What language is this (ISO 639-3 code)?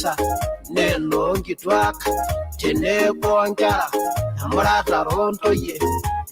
mas